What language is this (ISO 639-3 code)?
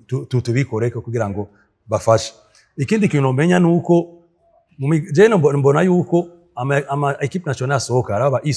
run